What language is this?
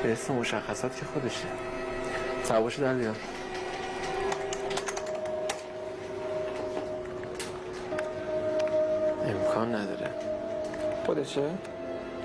Persian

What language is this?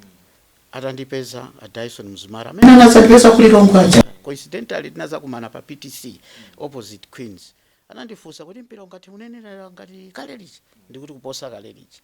Nyanja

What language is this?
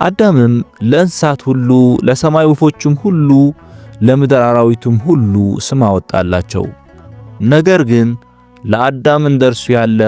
Amharic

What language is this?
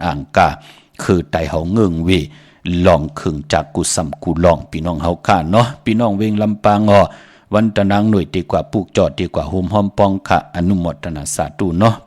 Shan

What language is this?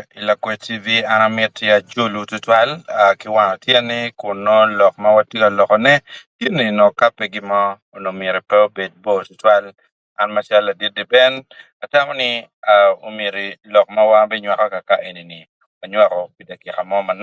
Acoli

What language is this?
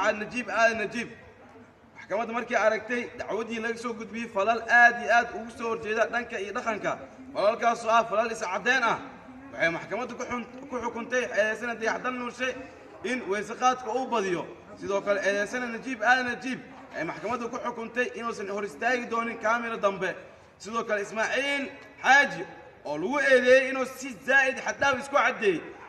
Somali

